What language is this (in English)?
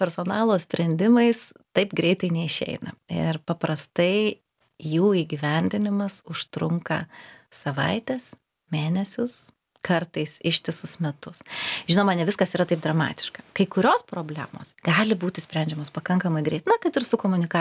Lithuanian